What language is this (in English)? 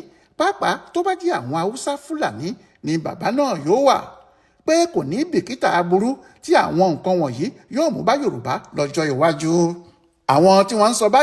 Yoruba